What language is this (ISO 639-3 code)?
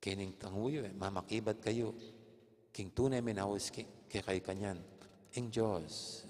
pam